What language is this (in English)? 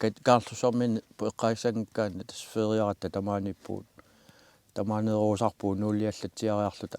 Kalaallisut